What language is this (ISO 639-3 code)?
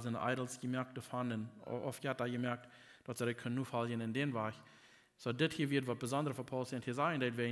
pdt